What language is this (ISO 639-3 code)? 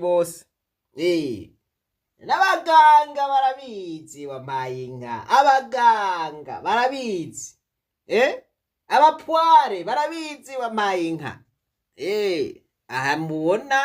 run